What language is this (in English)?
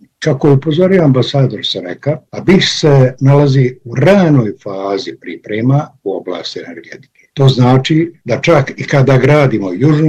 Bosnian